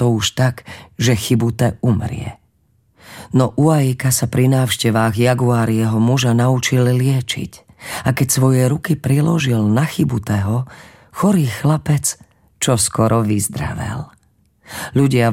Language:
Slovak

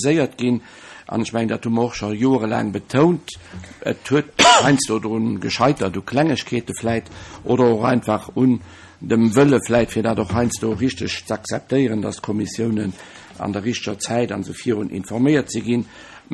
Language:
Luxembourgish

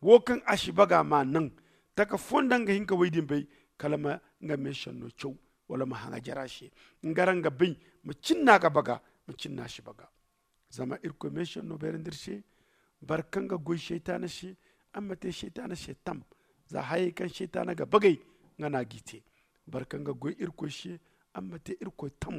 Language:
Zarma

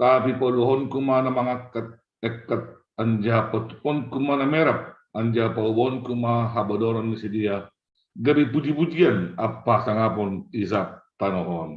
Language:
Batak Simalungun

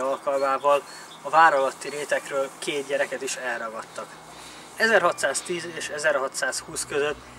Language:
Hungarian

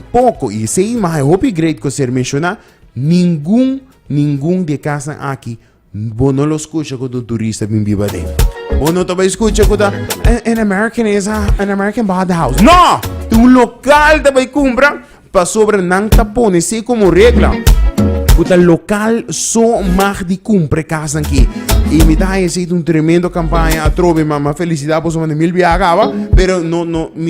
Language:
Papiamento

